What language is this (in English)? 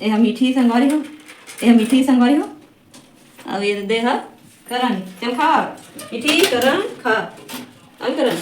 Chhattisgarhi